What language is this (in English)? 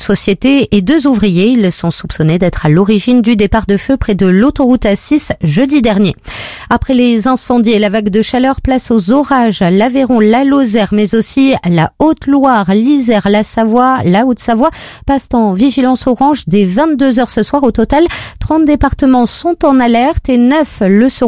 French